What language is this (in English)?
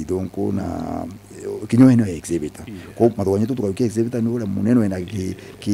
Meru